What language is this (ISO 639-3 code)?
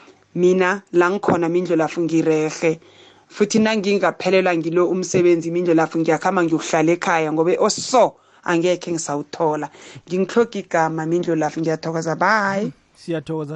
nbl